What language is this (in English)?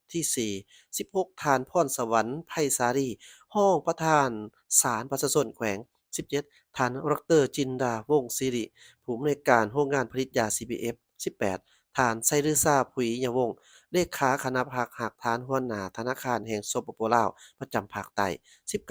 Lao